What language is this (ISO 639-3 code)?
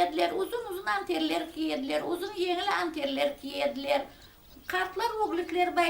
crh